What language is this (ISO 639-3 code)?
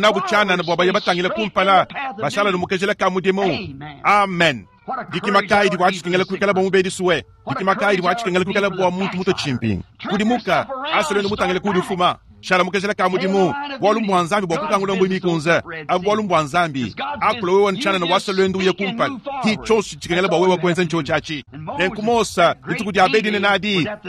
lua